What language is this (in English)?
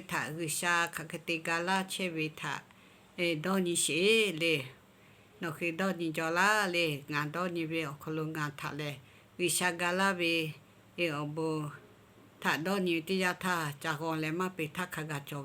Lahu